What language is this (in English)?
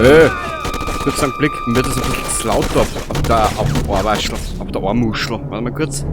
Bavarian